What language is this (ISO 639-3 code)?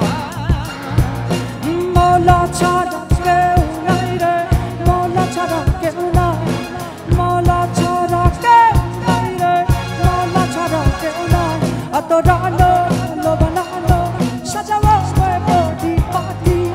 ben